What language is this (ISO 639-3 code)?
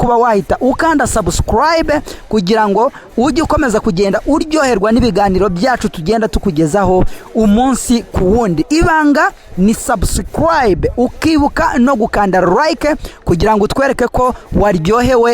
kin